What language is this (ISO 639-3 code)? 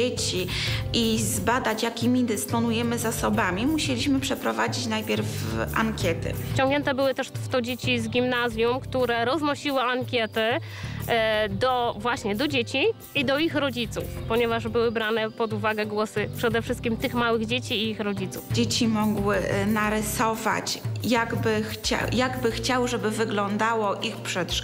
pol